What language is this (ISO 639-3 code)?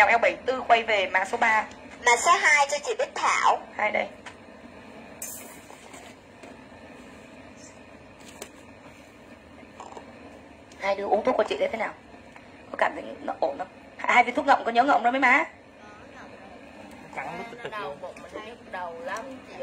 vie